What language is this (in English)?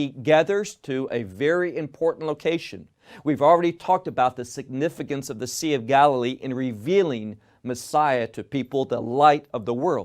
English